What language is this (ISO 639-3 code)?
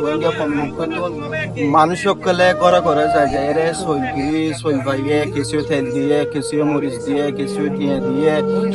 rhg